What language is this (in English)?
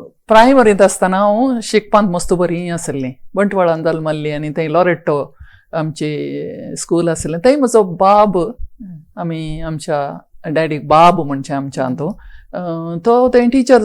Konkani